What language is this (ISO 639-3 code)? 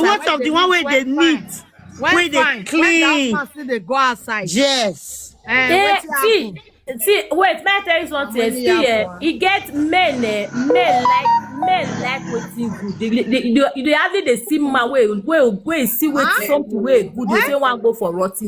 pcm